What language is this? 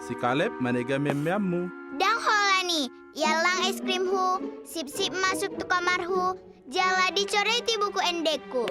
Batak Toba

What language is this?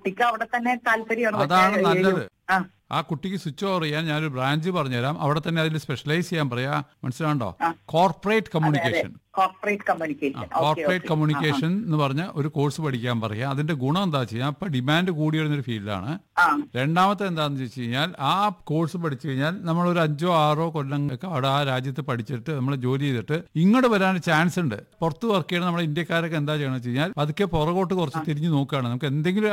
Malayalam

